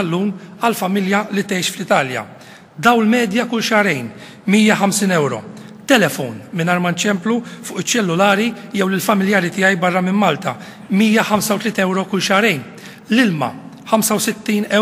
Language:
Maltese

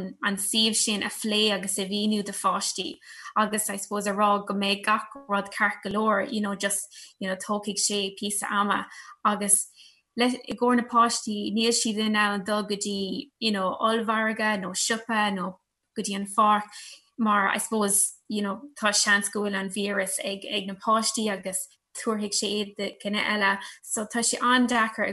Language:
Irish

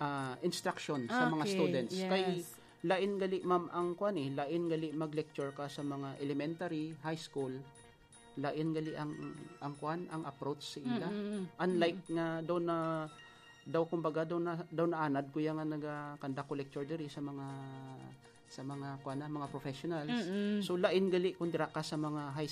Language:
Hiligaynon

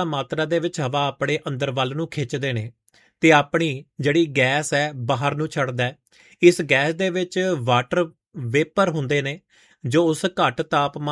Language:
Punjabi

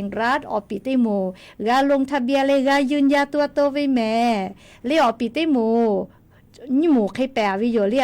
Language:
Lahu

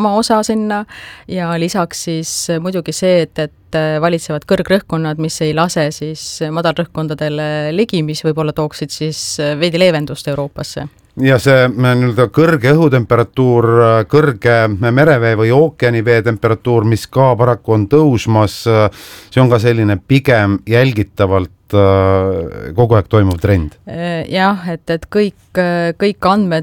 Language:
Estonian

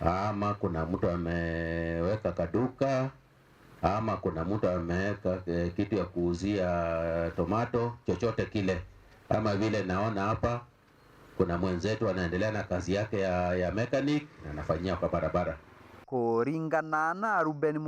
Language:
Meru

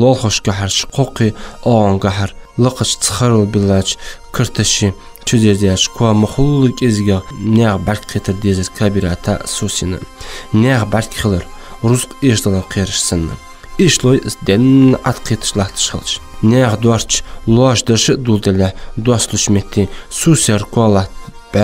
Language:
Ingush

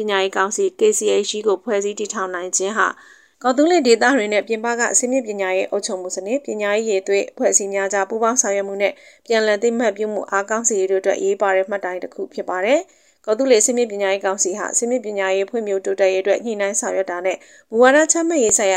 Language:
Burmese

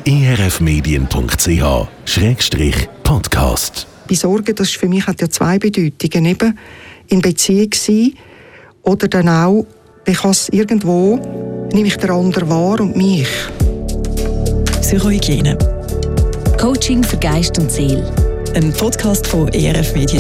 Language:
German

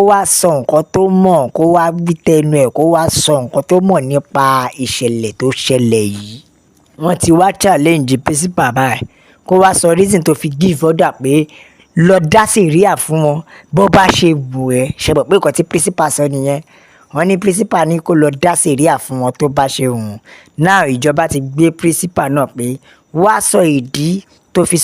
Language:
Yoruba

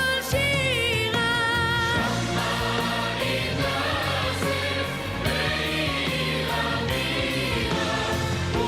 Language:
Yiddish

